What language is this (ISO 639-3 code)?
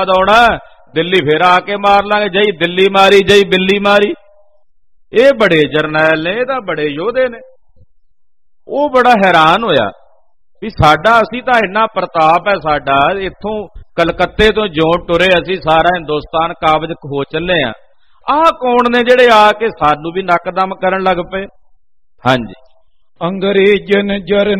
pan